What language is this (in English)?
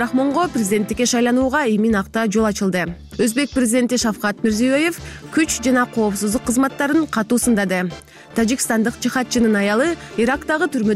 Kyrgyz